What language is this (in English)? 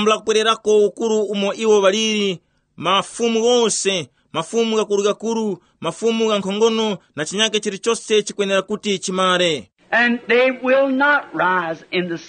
Tumbuka